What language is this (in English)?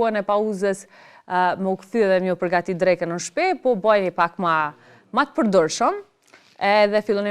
Albanian